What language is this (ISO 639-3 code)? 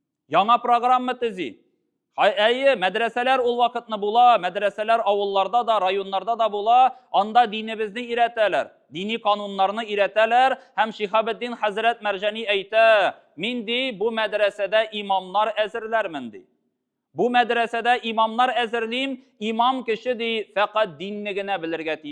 tat